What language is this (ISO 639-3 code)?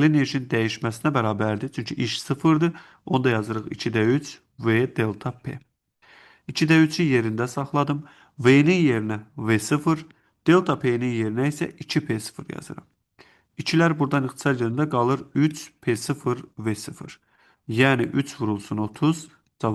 aze